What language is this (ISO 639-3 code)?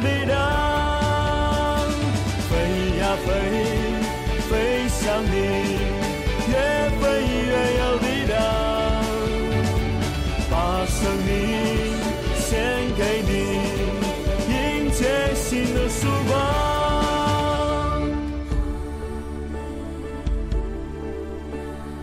zho